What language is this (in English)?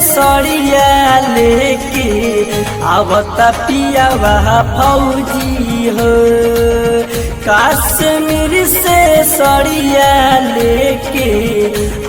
Bhojpuri